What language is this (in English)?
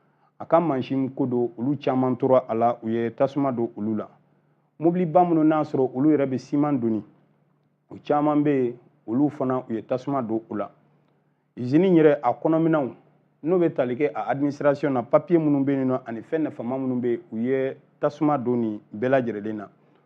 Bambara